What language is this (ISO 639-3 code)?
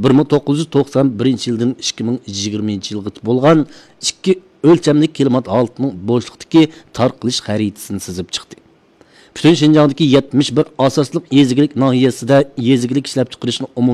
uig